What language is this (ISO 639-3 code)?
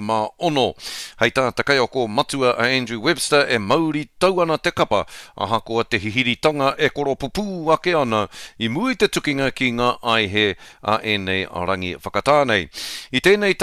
mri